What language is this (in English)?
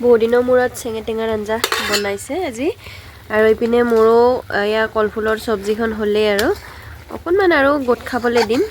Assamese